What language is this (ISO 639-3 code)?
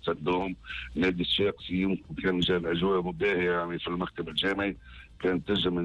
aeb